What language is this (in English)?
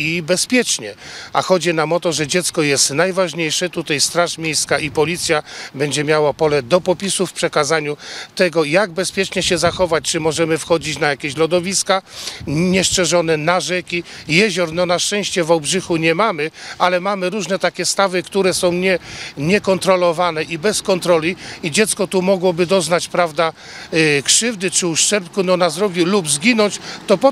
Polish